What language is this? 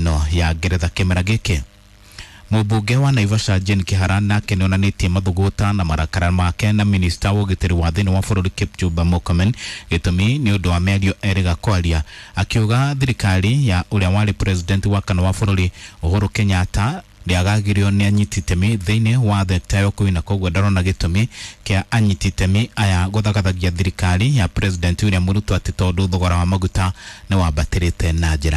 Kikuyu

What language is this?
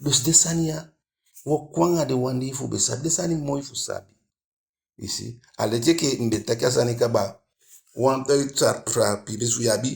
Eastern Maroon Creole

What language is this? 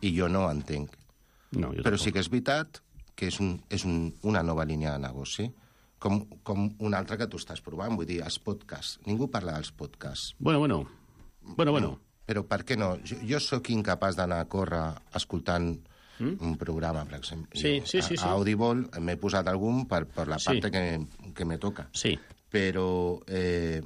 Catalan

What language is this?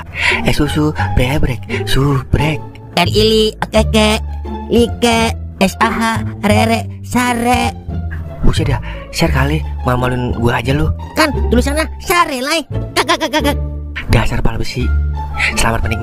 Betawi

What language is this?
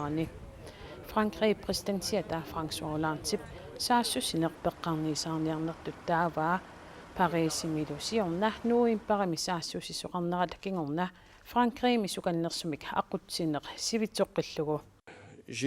Kalaallisut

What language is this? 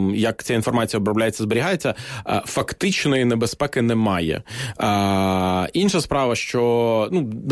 Ukrainian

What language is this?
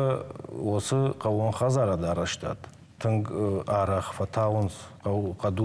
Ossetic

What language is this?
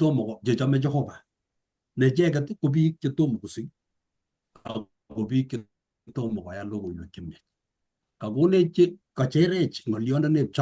Kalenjin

